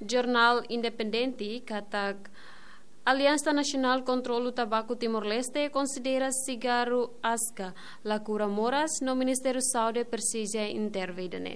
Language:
Tetum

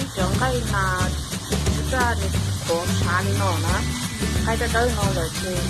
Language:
Hmong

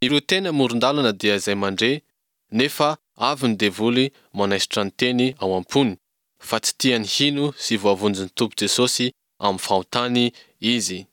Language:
Malagasy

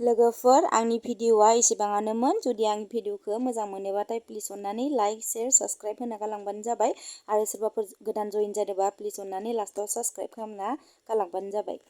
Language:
Bodo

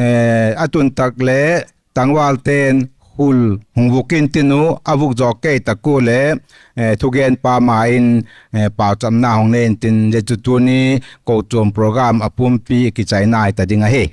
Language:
Paite Chin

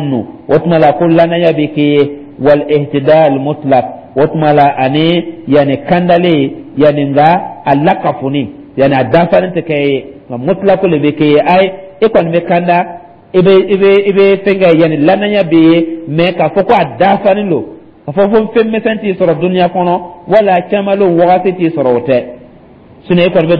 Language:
Dyula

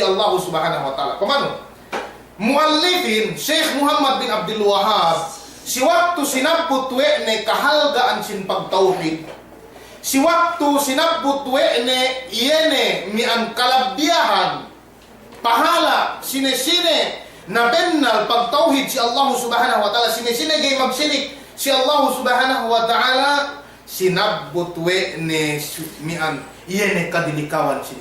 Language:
Yakan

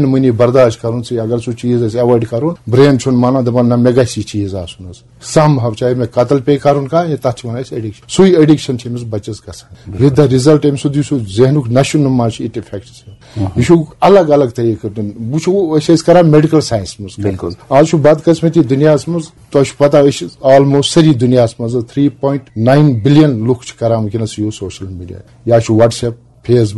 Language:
Kashmiri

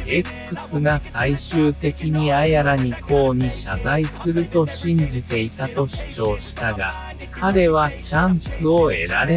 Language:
Japanese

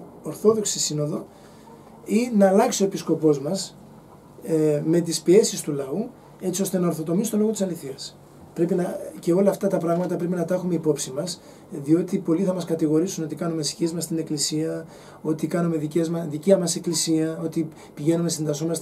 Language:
Greek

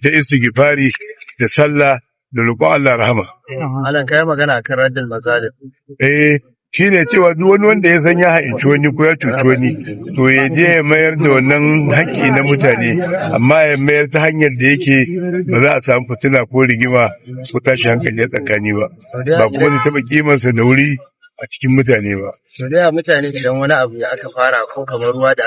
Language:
Hausa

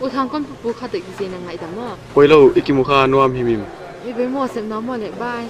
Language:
Paite Chin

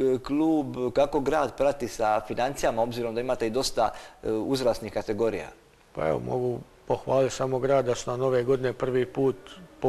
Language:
Croatian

